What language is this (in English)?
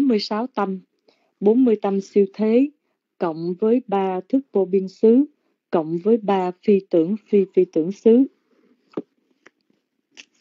Vietnamese